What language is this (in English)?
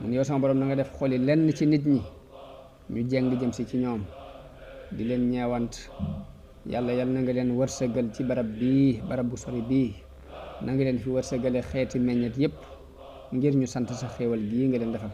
Wolof